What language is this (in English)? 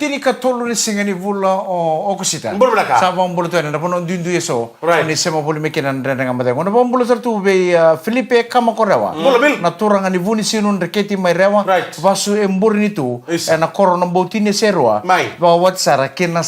Fijian